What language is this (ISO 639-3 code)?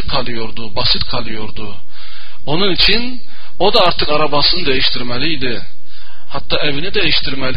tur